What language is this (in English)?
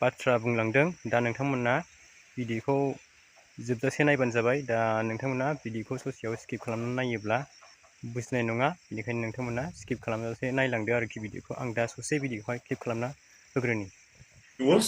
Bodo